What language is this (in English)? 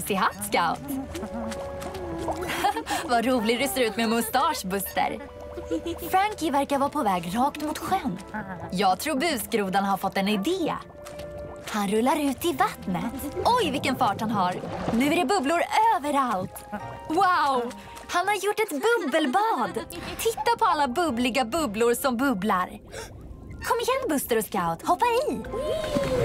Swedish